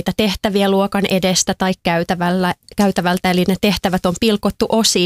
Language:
Finnish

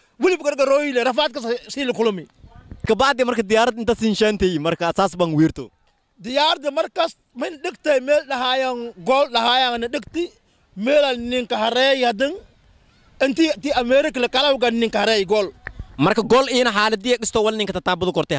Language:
Somali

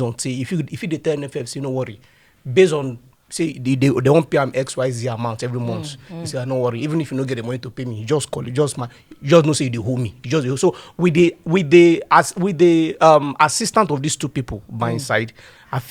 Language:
Nigerian Pidgin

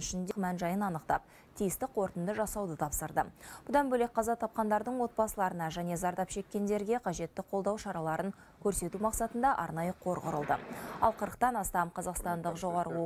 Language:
Kazakh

